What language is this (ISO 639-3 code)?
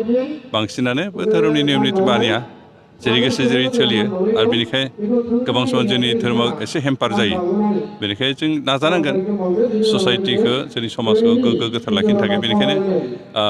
brx